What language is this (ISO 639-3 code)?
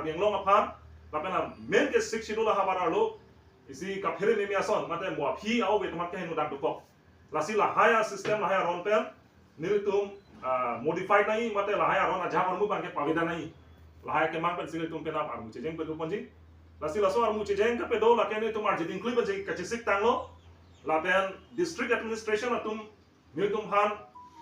mjw